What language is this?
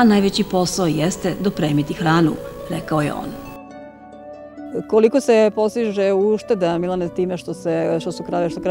Serbian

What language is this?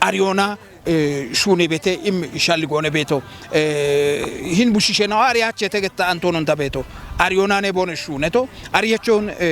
Kafa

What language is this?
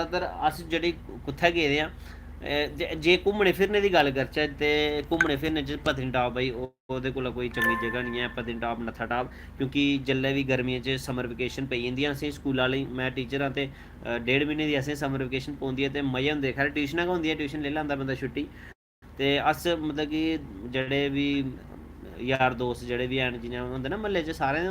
Dogri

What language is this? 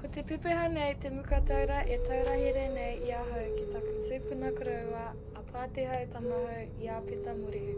Māori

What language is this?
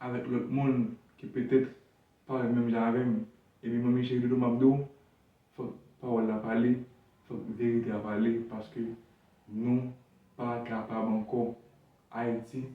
Haitian Creole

